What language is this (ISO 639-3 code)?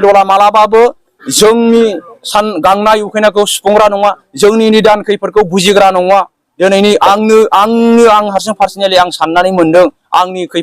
brx